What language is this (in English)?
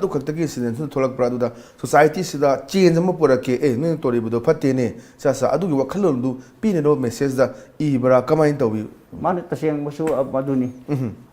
Manipuri